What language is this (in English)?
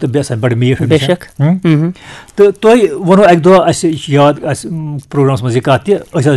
Kashmiri